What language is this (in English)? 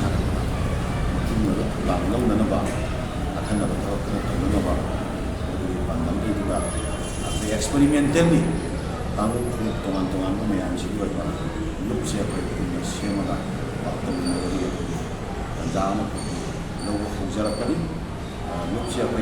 Manipuri